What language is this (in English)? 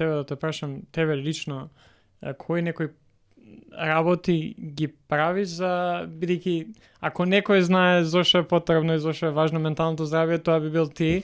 Macedonian